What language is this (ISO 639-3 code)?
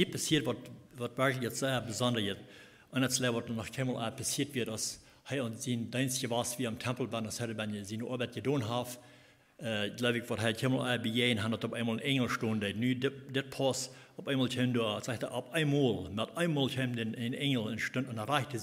pdt